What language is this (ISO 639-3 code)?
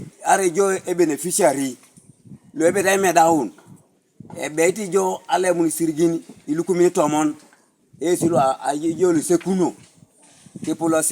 teo